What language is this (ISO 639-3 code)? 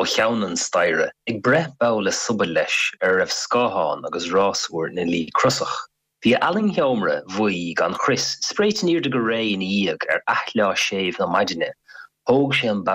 gle